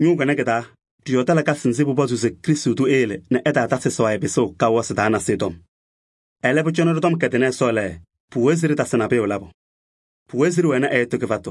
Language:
Kabiyè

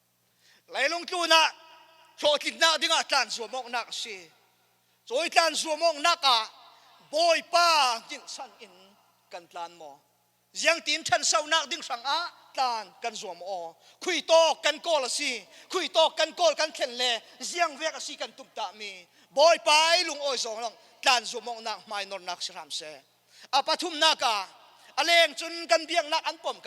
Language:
Falam Chin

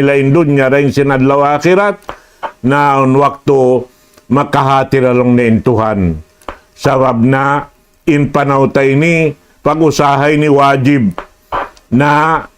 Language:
Tausug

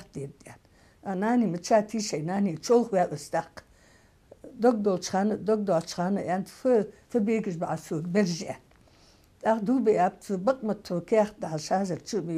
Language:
Ingush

